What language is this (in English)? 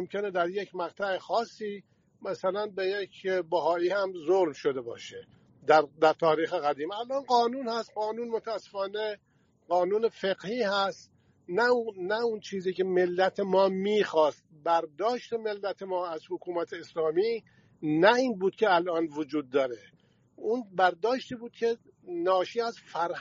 Persian